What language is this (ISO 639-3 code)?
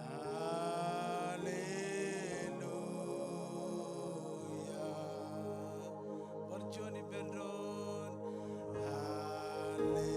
mah